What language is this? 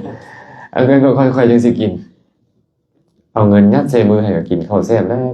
Lao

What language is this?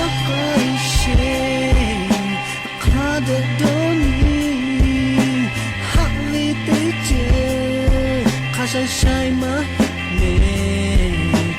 Lahu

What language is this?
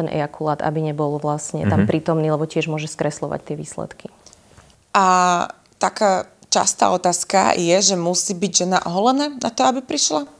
Slovak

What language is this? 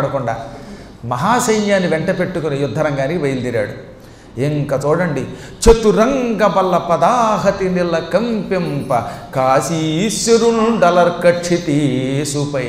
Telugu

